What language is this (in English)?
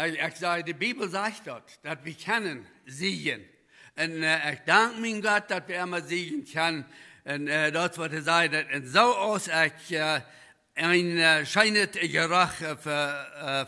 Plautdietsch